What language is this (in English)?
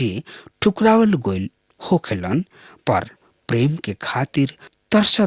Bhojpuri